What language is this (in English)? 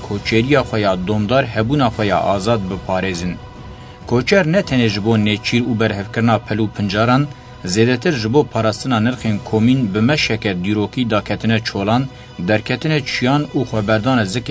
Kurdish